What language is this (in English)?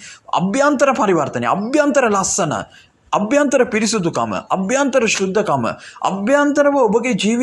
Sinhala